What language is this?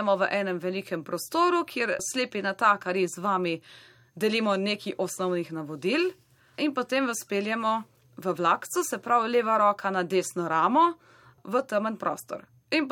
Slovenian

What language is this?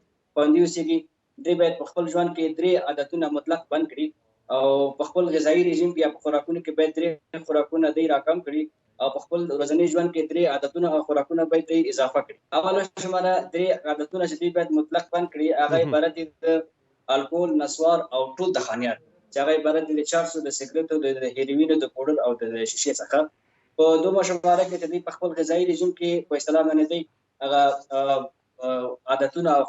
Pashto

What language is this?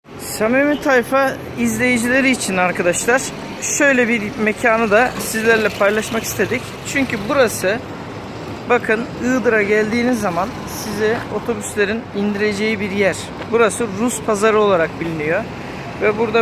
Turkish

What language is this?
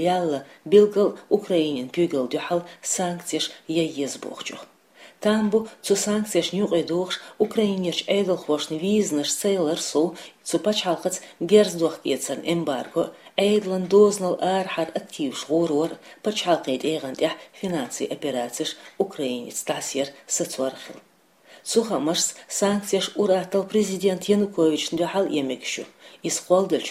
Chechen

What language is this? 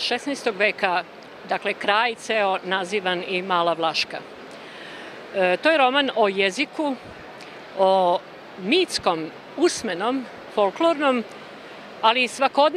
Serbian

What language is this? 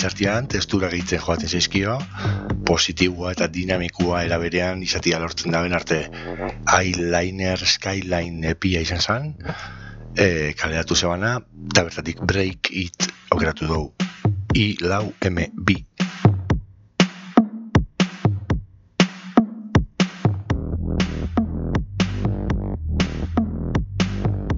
Basque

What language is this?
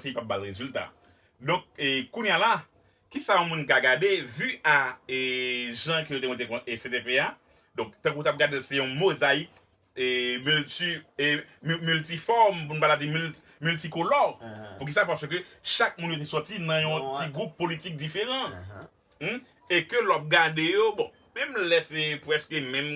Haitian Creole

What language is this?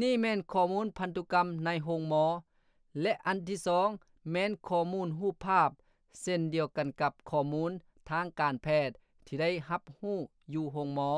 Lao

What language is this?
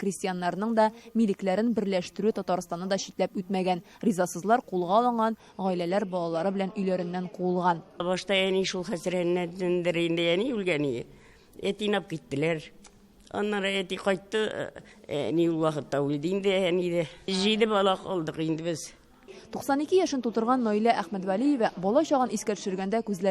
Tatar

